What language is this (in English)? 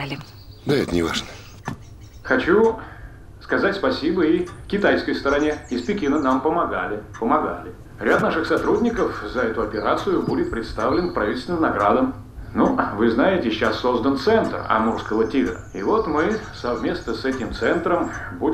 Russian